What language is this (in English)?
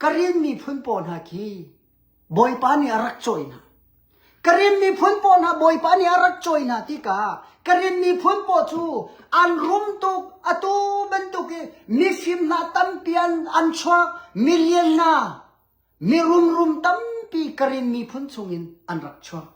Hakha Chin